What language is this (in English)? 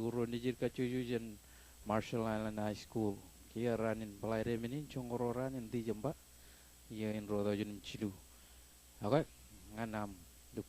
Marshallese